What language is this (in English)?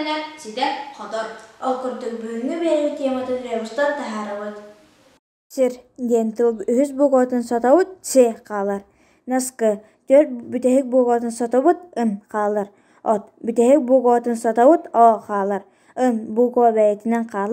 Yakut